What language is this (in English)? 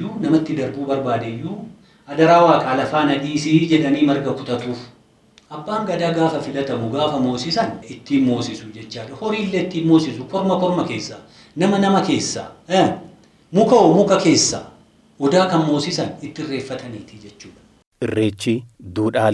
Oromo